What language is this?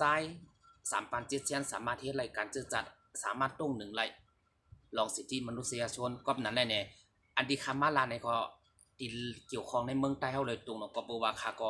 Shan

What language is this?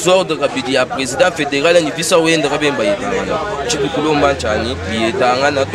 Luba-Lulua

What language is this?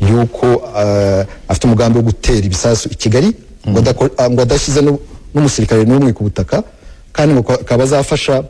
Kinyarwanda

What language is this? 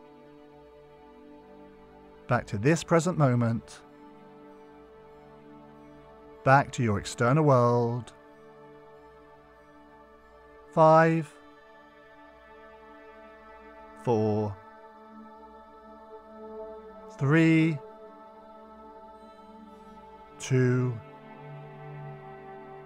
English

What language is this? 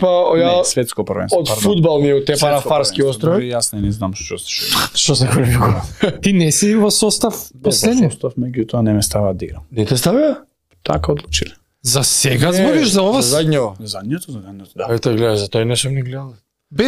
Macedonian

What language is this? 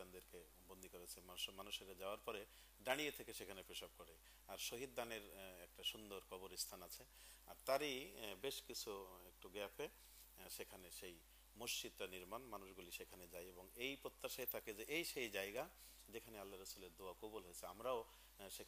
Bangla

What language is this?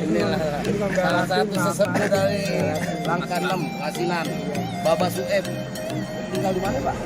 Betawi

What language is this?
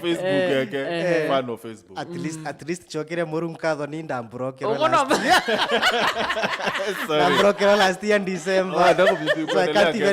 Meru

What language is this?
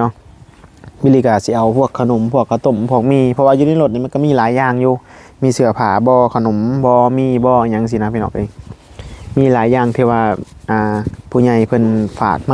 Northeastern Thai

